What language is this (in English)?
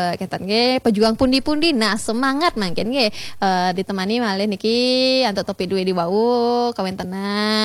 Balinese